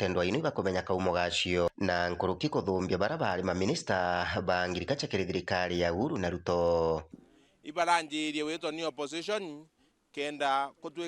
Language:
Meru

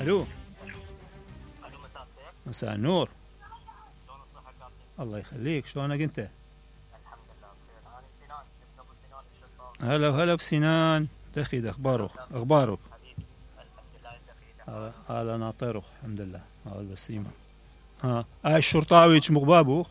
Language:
Mesopotamian Arabic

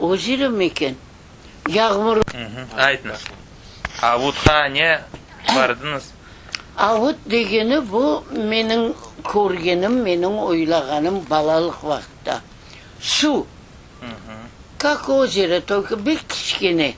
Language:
Crimean Tatar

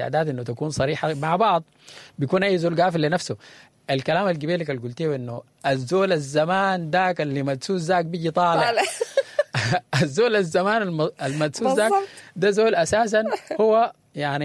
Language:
Sudanese Arabic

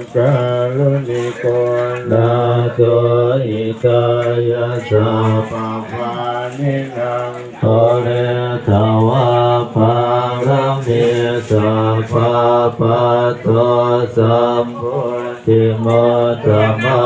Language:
Pali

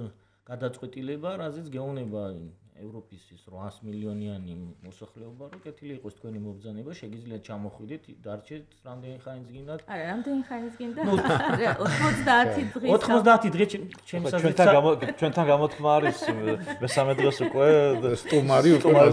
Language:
Georgian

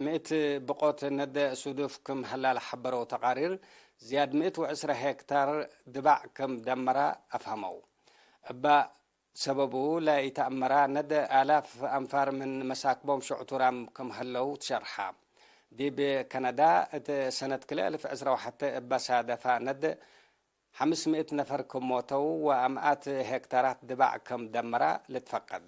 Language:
Tigre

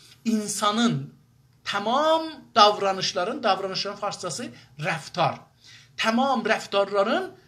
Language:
South Azerbaijani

